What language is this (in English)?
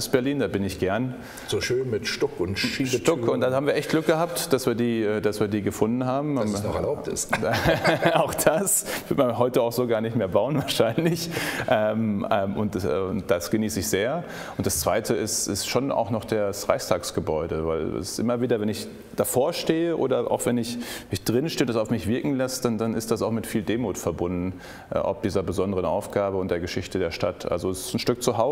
German